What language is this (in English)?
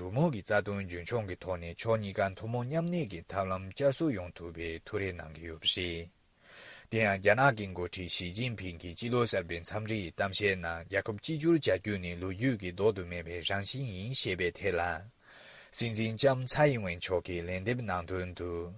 Tibetan